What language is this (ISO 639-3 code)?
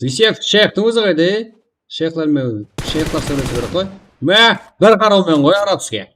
kaa